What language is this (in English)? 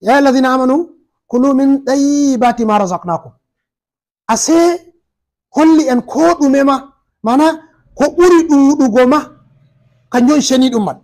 Fula